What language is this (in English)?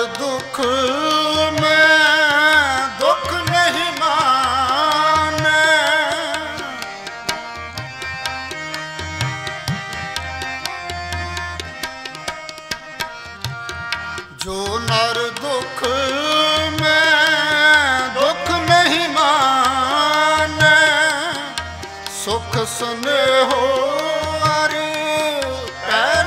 Punjabi